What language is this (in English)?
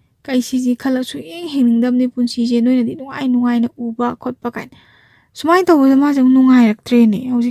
Manipuri